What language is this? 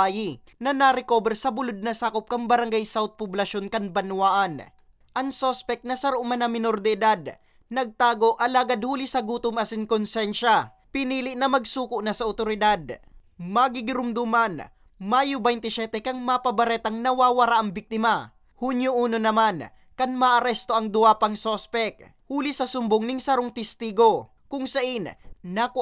Bikol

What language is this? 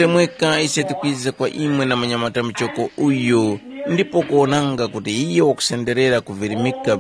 Tumbuka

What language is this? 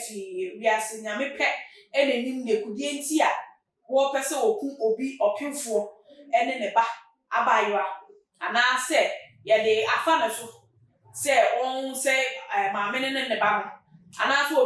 Akan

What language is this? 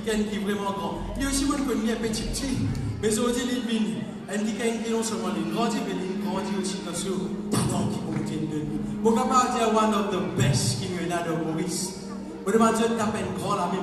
Morisyen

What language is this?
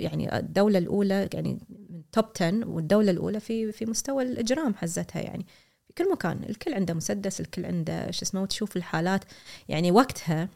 Gulf Arabic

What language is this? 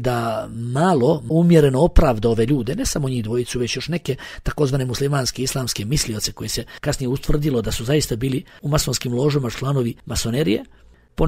Bosnian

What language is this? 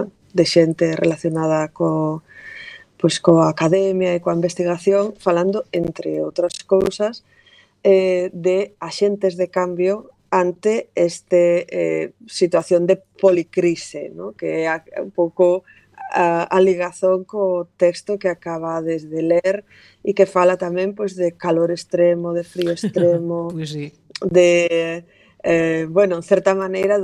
Galician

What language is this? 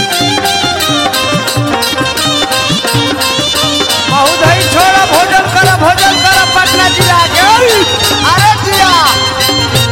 Bhojpuri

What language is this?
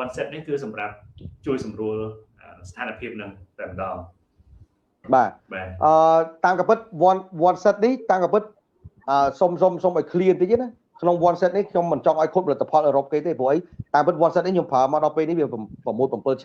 Khmer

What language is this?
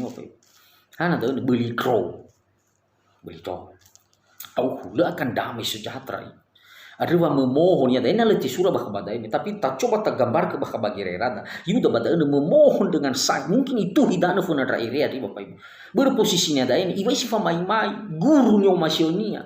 Nias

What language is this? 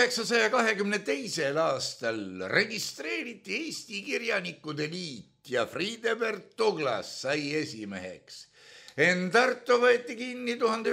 Estonian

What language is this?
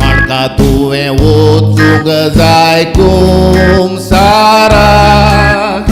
Konkani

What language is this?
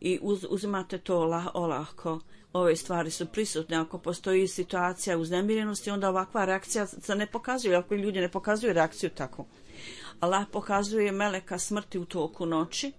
Bosnian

